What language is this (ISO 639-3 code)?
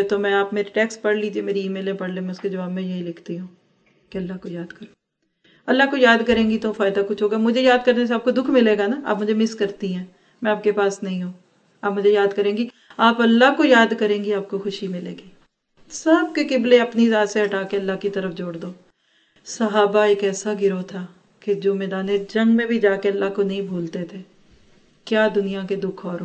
urd